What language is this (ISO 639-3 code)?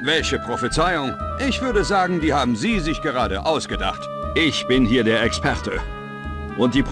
bar